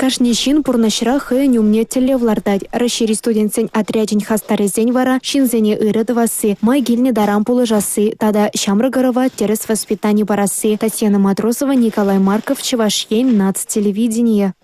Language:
Chuvash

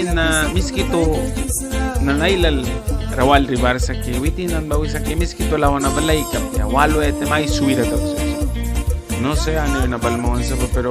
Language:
Mískito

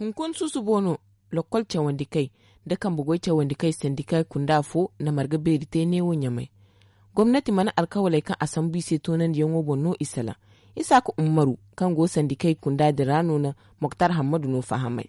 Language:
Zarma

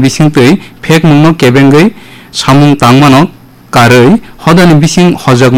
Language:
Kok Borok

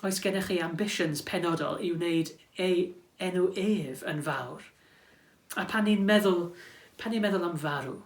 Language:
Welsh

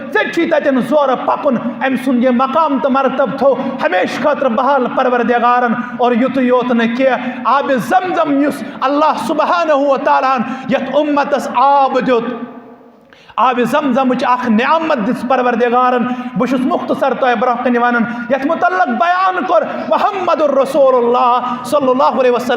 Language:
Kashmiri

